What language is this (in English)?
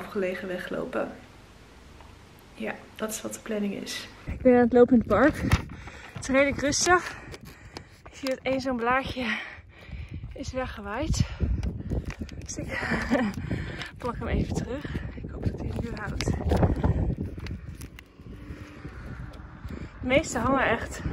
Dutch